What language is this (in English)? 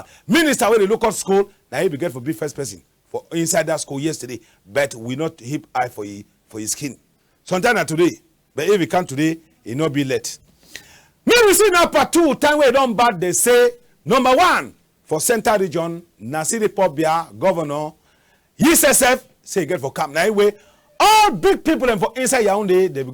Cameroon Pidgin